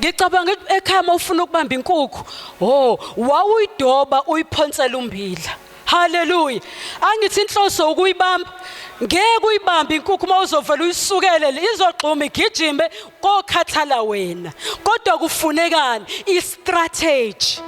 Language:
Zulu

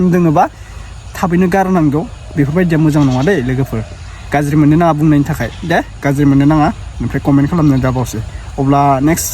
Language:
Bodo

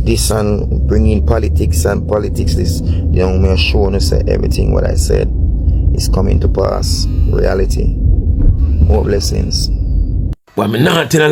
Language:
Jamaican Creole English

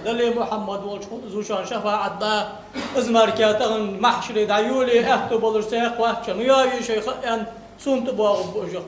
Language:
Ingush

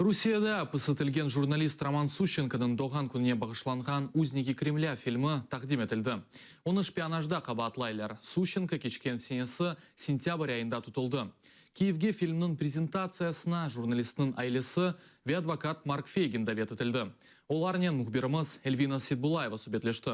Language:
Crimean Tatar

